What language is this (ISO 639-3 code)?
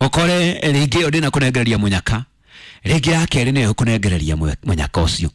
kik